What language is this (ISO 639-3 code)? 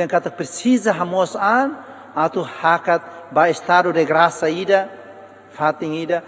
tet